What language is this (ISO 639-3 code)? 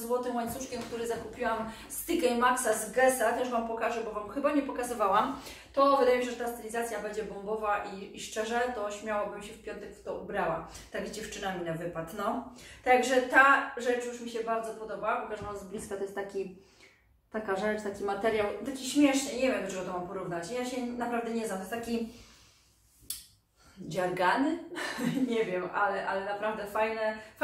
pol